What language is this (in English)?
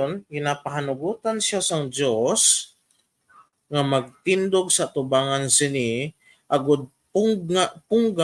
Hiligaynon